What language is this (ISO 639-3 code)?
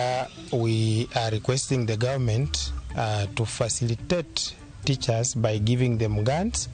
luo